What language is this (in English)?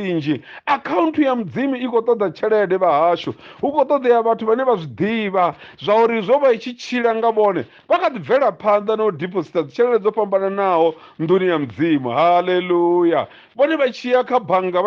Venda